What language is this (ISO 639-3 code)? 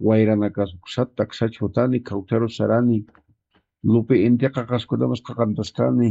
aym